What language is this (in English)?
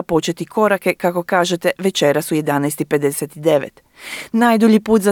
Croatian